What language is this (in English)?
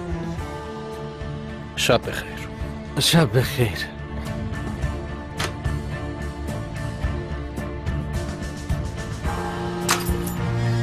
Persian